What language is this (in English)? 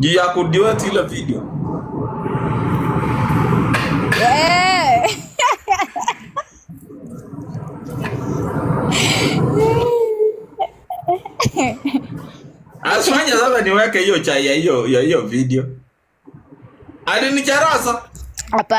Swahili